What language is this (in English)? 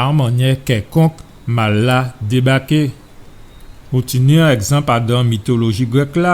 Guadeloupean Creole French